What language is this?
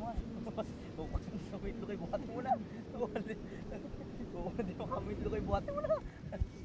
Filipino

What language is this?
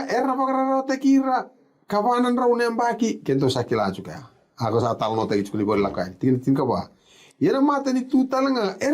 Fijian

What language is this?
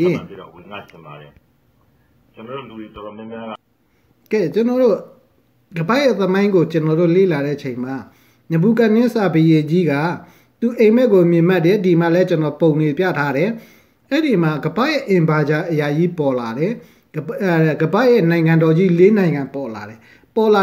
Burmese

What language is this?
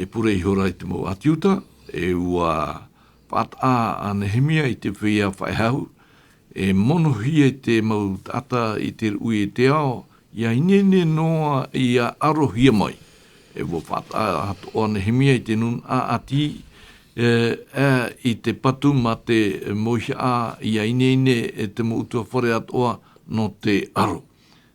Tahitian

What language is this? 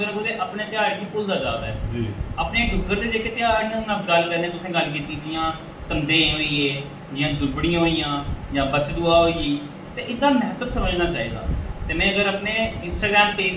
Dogri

